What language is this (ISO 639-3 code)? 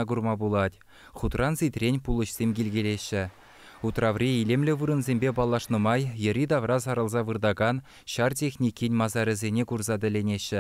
chv